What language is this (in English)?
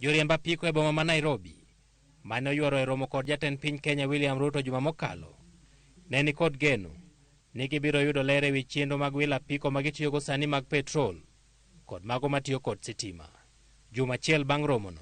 Luo (Kenya and Tanzania)